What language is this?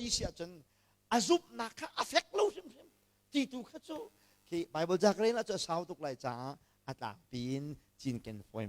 Hakha Chin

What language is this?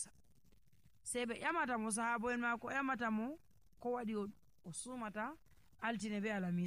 Nigerian Fulfulde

